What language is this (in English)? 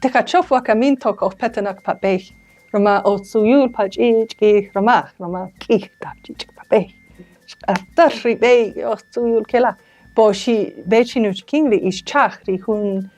Kaqchikel